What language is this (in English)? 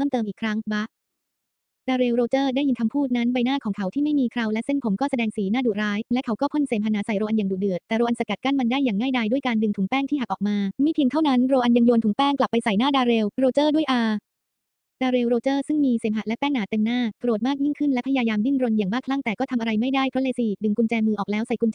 Thai